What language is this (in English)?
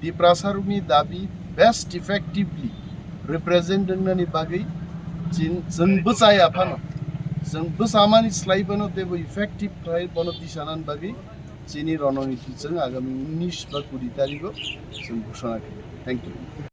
Kok Borok